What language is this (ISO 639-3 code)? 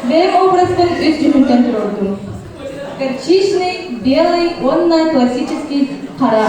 sah